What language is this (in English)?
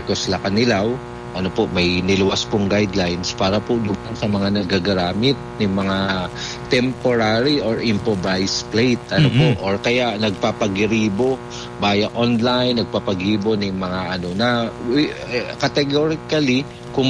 Bikol